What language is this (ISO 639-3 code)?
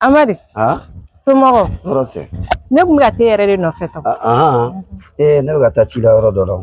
bam